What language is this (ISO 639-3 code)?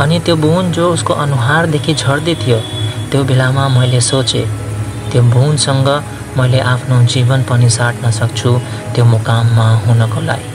nep